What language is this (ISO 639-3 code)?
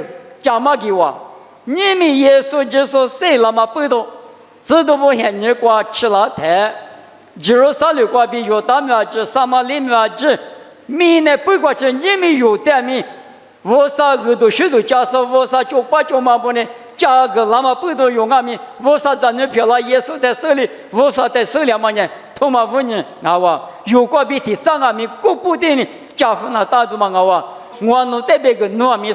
lis